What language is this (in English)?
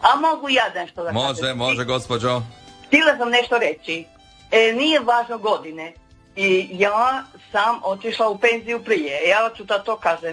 Croatian